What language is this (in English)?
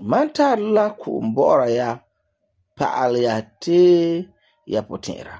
Frafra